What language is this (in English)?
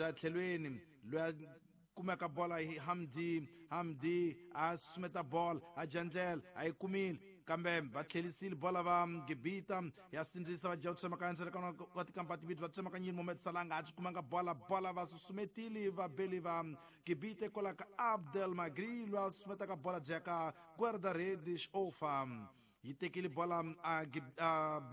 Tsonga